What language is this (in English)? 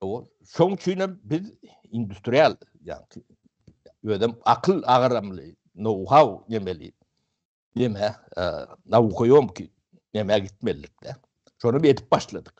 Turkmen